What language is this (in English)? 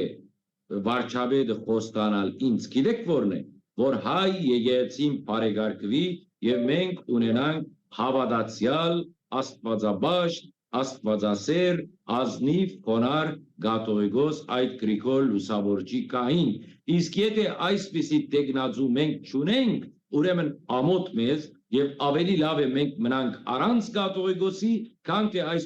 Western Armenian